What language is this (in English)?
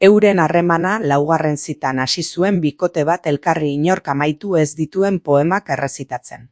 Basque